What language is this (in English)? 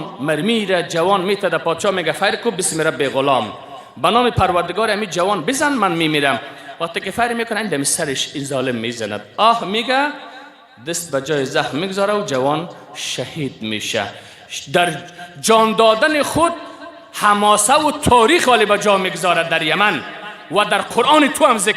Persian